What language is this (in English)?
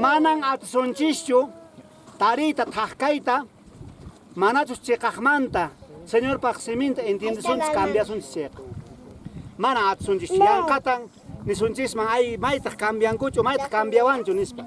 Quechua